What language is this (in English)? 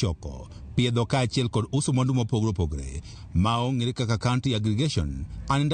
Luo (Kenya and Tanzania)